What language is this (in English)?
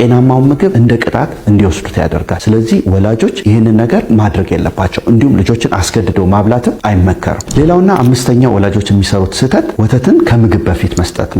Amharic